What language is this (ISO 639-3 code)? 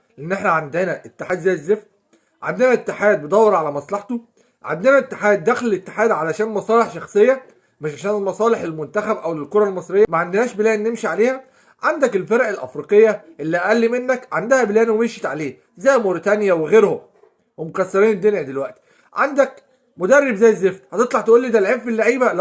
arz